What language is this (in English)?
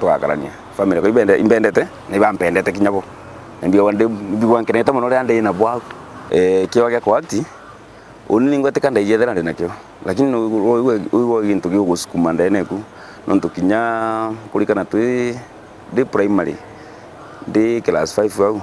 Meru